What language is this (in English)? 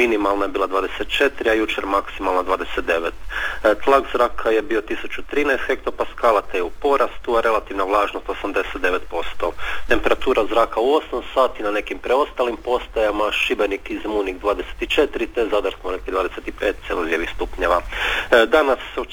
Croatian